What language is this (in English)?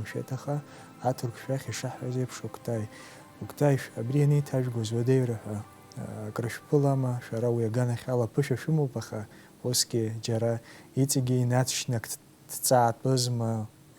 Abkhazian